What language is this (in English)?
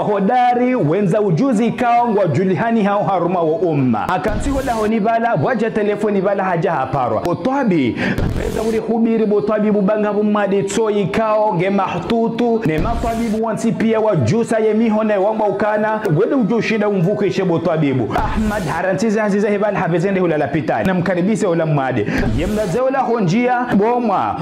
Ngazidja Comorian